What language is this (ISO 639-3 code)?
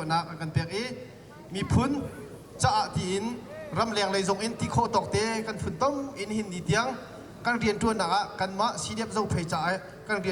cnh